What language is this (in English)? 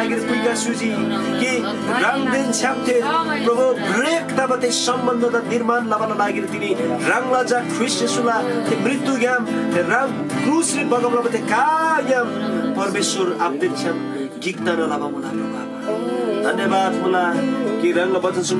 Eastern Tamang